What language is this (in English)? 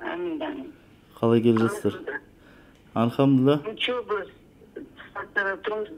Kazakh